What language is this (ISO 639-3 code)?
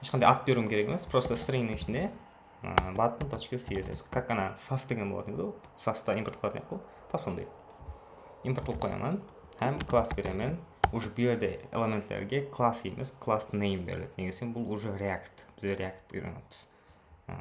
kaa